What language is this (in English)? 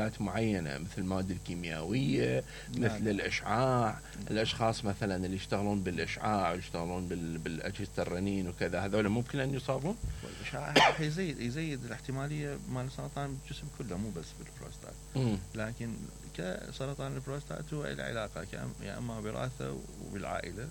Mesopotamian Arabic